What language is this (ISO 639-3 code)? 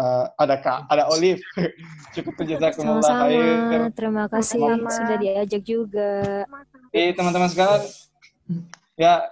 ind